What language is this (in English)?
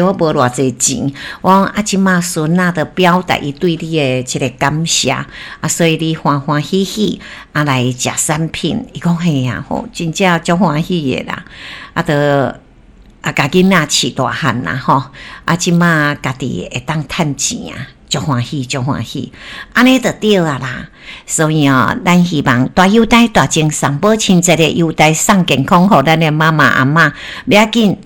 Min Nan Chinese